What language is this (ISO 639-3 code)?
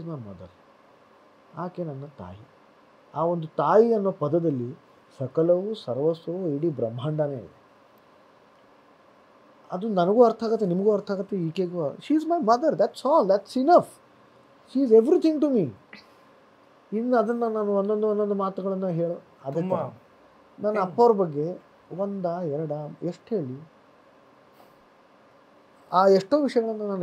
kan